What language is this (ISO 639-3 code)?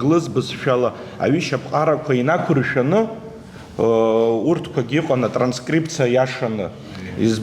abk